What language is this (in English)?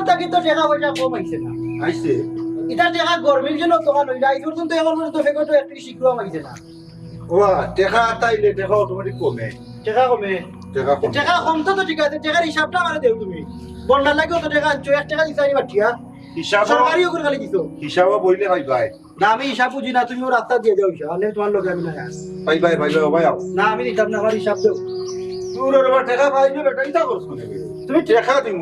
Sylheti